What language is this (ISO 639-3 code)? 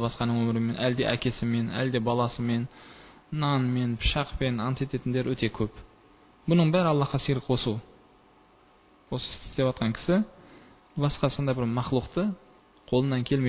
kaz